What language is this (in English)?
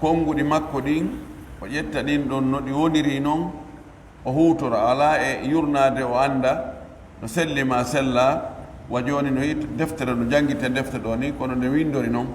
Pular